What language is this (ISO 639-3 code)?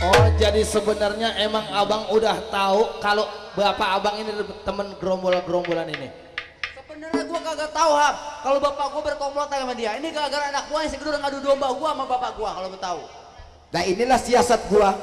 bew